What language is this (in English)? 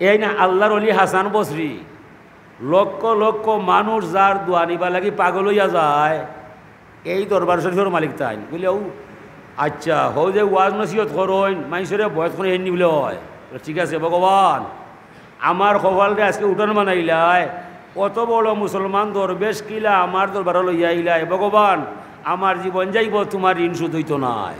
Sylheti